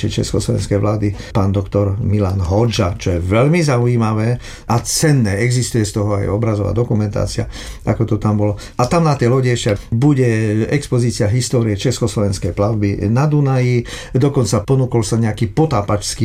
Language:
Slovak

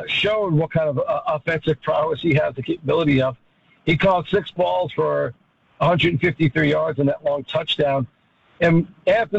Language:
English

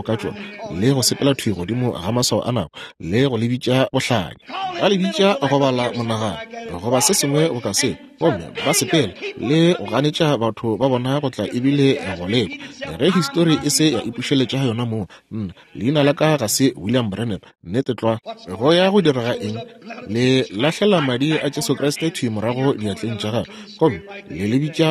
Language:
Northern Sotho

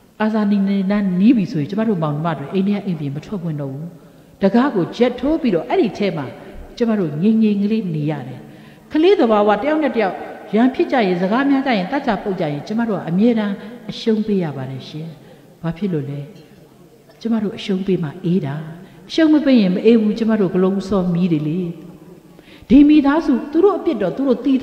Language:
Burmese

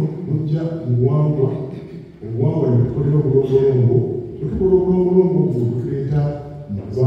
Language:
Ganda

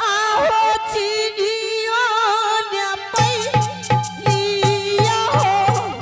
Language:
Angika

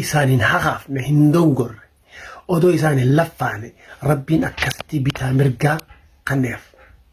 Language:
Oromo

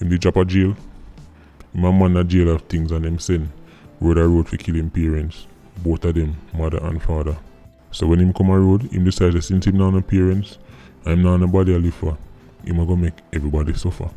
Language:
Jamaican Creole English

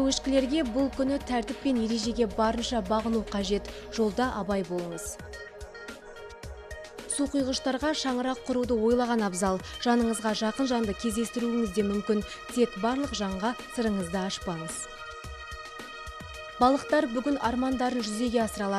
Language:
Kazakh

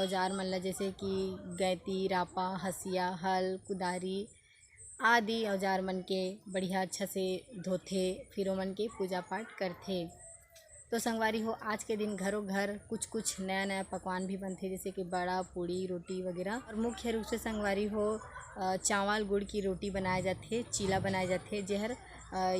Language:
Chhattisgarhi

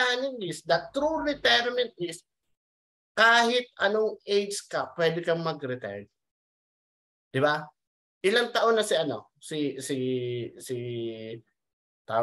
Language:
Filipino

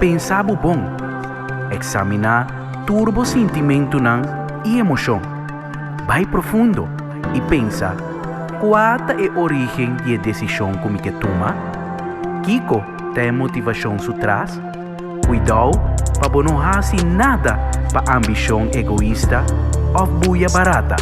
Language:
Papiamento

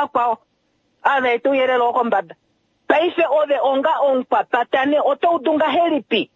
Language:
Kuanyama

